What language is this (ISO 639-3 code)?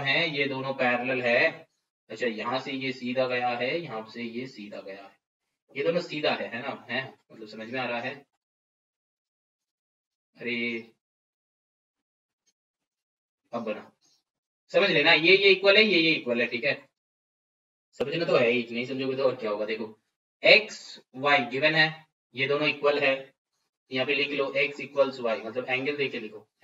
hin